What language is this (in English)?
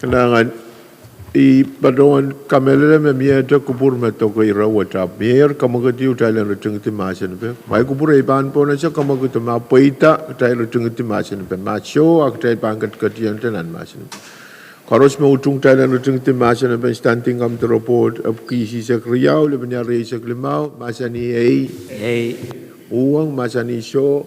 Pohnpeian